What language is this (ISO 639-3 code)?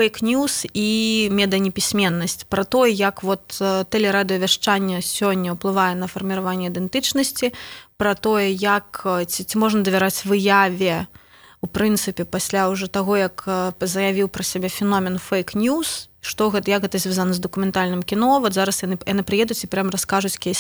bel